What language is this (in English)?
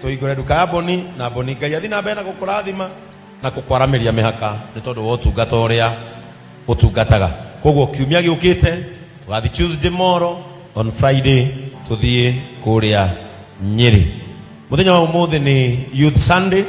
Kikuyu